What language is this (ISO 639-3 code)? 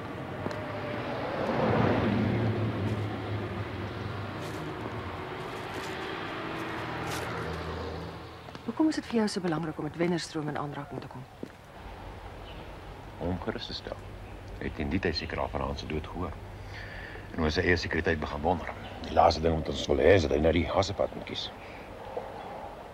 afr